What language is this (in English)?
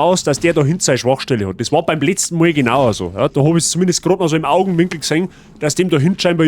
Bavarian